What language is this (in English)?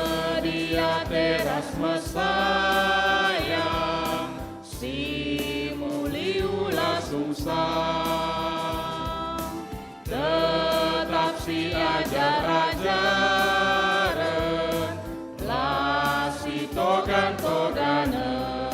Batak Karo